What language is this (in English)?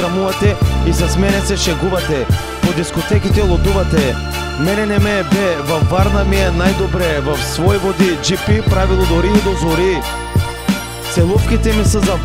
Bulgarian